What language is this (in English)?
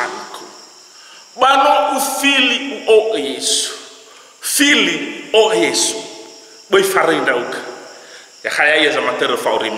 Nias